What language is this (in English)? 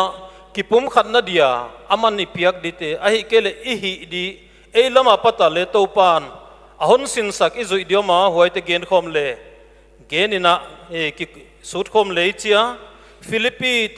Paite Chin